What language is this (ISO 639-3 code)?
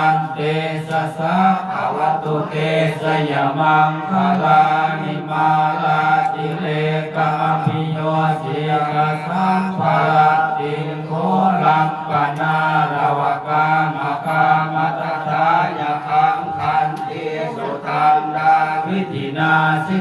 pli